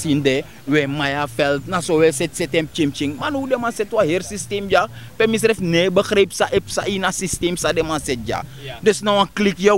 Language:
Sranan Tongo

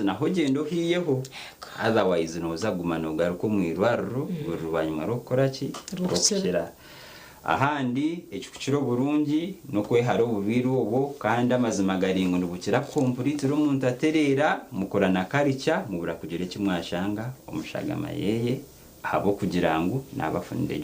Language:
Nyankole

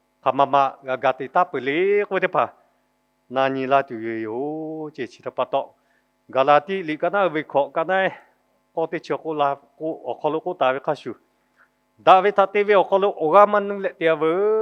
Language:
Lahu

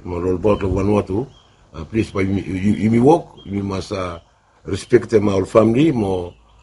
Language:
Bislama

